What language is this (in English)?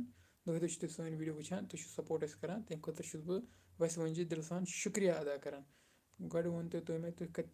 Kashmiri